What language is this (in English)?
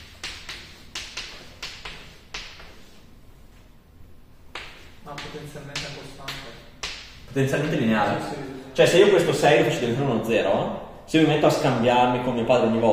Italian